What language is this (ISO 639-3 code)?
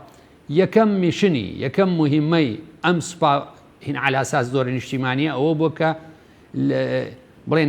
ckb